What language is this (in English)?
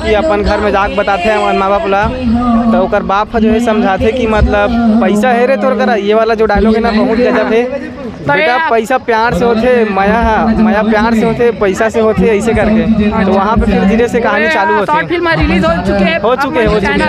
Chhattisgarhi